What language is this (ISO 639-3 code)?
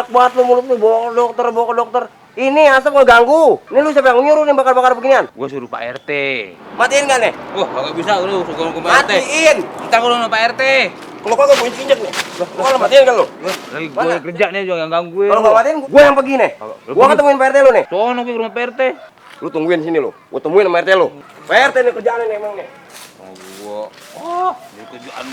bew